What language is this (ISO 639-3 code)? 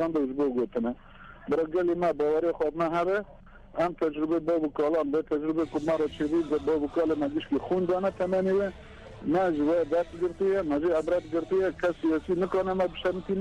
kur